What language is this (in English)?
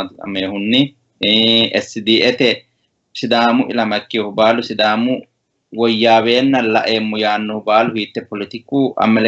Sidamo